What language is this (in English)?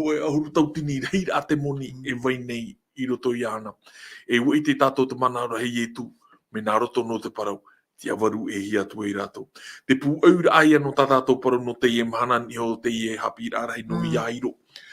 Tahitian